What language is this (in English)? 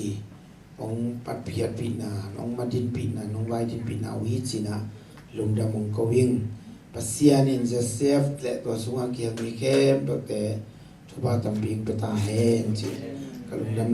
Tedim Chin